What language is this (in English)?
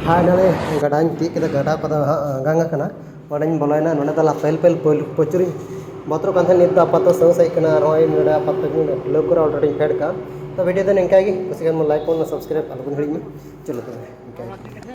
Santali